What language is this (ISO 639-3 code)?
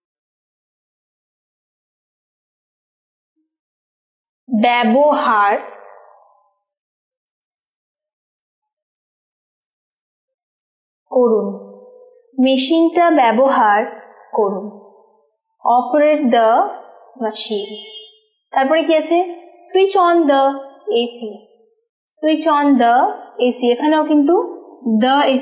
ben